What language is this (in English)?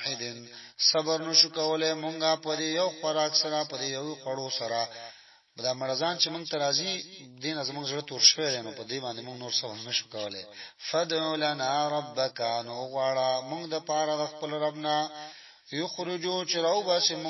Pashto